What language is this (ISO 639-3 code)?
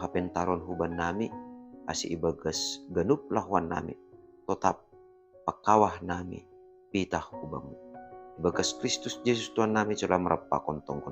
bts